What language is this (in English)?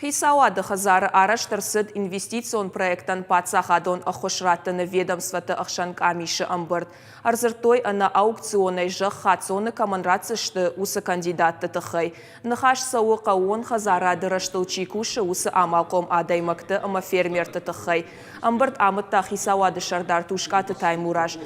Ossetic